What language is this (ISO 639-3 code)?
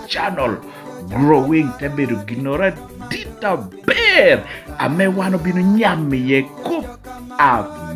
laj